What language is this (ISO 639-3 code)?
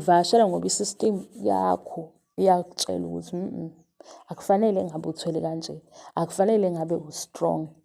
zul